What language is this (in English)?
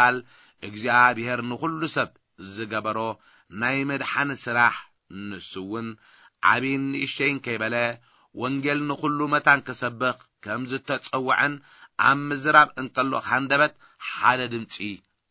Tigrinya